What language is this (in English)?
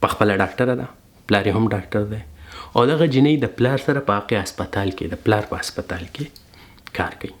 Pashto